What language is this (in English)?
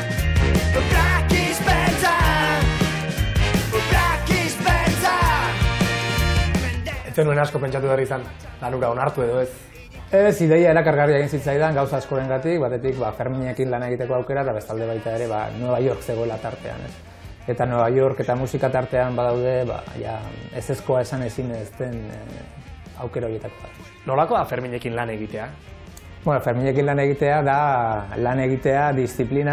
Basque